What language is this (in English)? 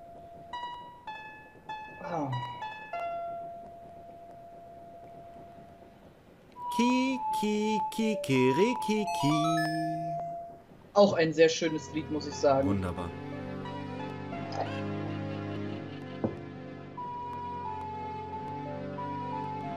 German